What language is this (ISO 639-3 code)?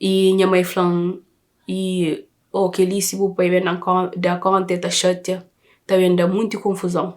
kea